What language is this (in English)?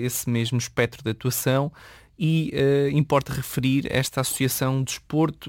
Portuguese